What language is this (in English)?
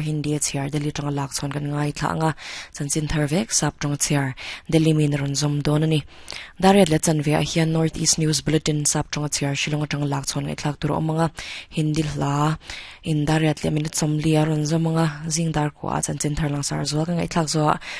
Mizo